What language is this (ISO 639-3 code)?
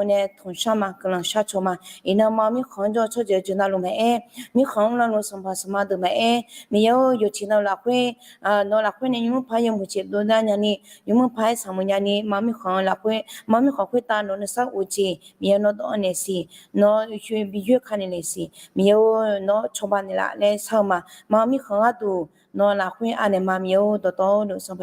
ahk